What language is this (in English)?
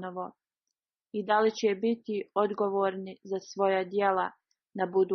Bosnian